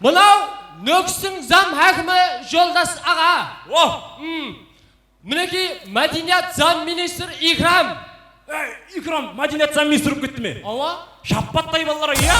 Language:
Kara-Kalpak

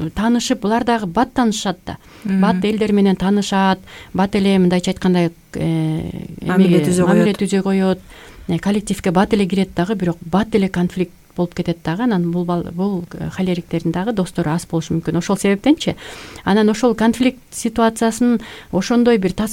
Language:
Kyrgyz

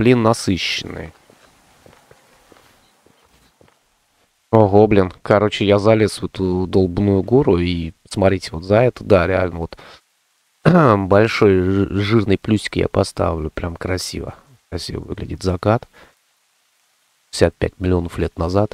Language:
Russian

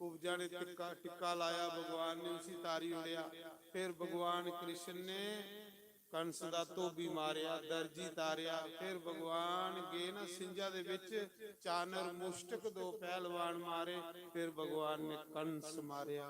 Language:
Dogri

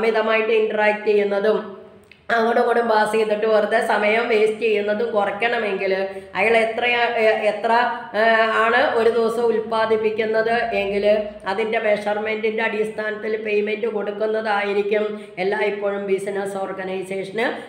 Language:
Malayalam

